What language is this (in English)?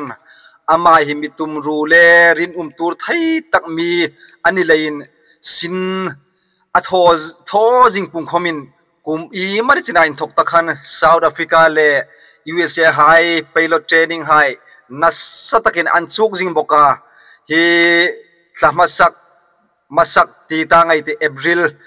Hmar